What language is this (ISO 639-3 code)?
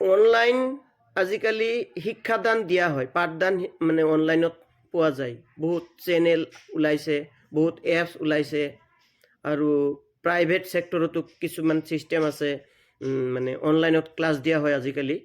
asm